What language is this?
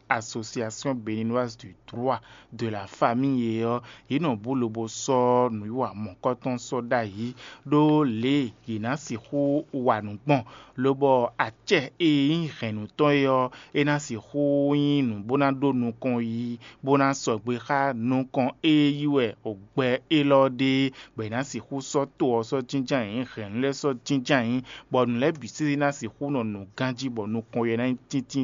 Fon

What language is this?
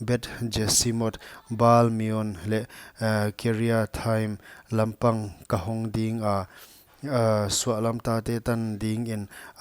Paite Chin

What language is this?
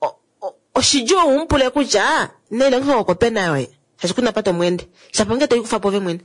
Kuanyama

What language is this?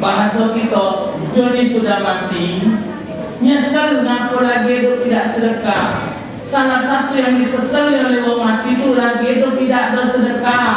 Musi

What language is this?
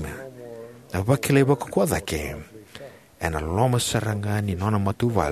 Fijian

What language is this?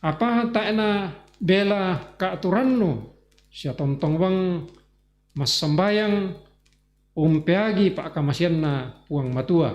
Toraja-Sa'dan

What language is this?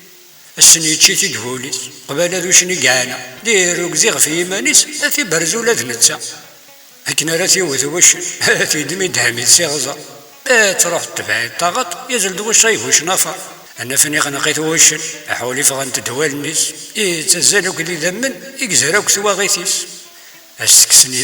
Kabyle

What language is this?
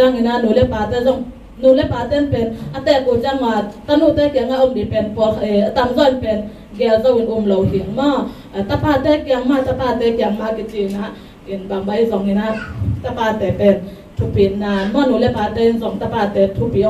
Tedim Chin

